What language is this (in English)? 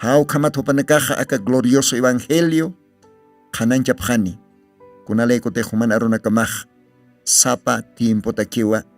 Aymara